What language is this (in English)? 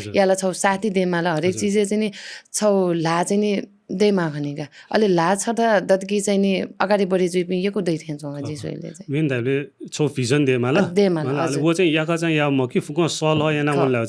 Newari